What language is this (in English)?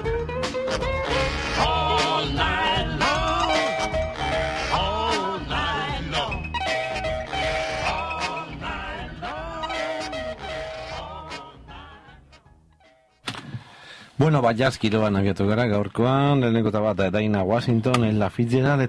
Basque